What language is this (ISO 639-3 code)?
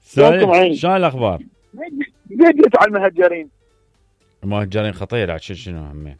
acm